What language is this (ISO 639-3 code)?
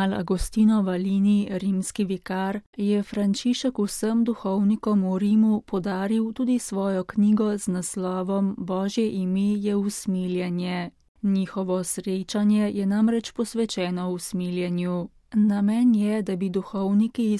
slv